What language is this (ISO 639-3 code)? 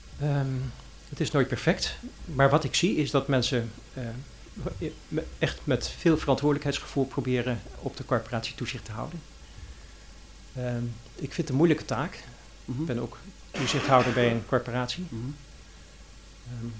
nld